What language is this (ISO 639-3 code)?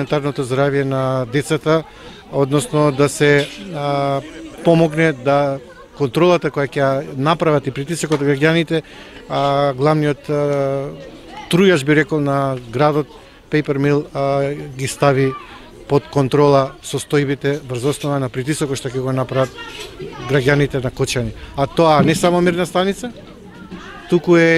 mkd